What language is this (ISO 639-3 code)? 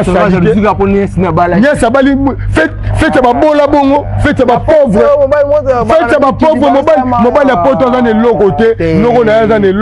lin